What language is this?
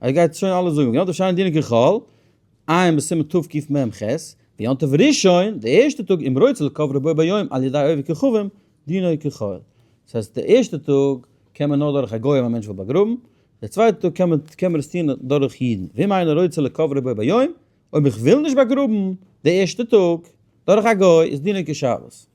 Yiddish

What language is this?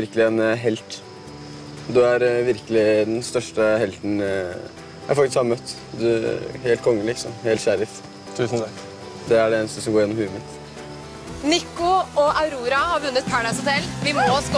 Norwegian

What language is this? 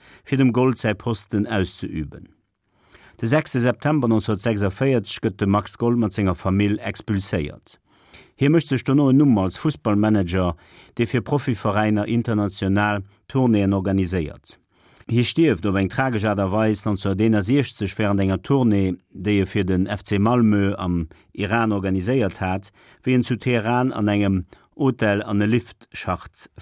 Luxembourgish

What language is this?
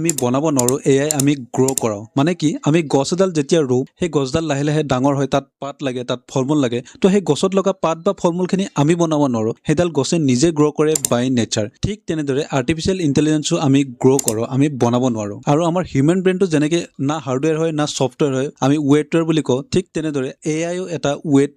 Assamese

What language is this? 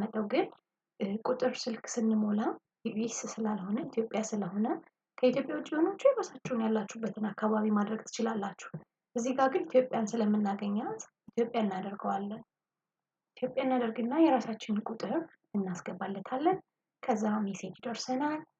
Amharic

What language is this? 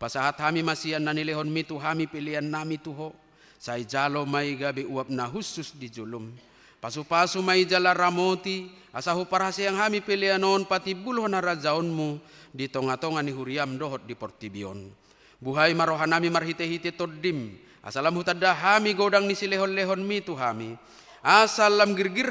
Batak Toba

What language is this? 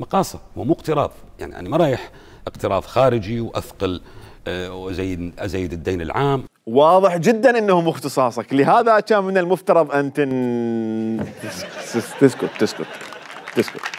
Mesopotamian Arabic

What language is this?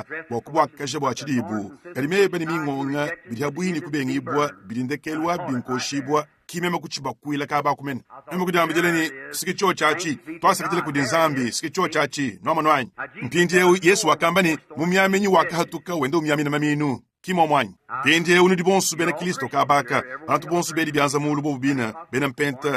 Luba-Lulua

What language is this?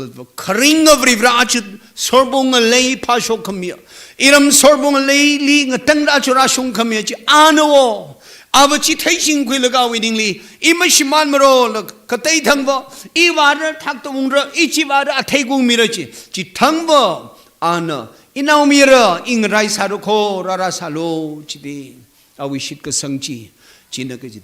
Tangkhul Naga (India)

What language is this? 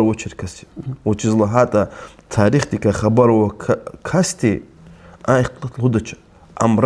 Lezghian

